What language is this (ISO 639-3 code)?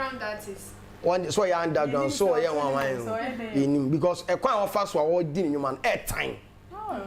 aka